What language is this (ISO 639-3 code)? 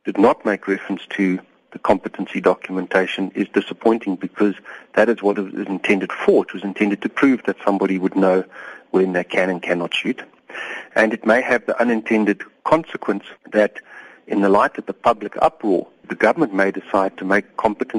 eng